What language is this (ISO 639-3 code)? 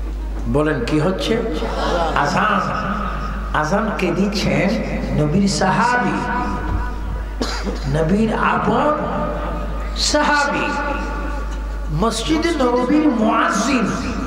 ben